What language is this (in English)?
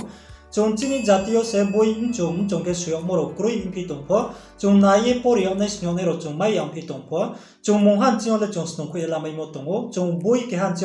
Riang (India)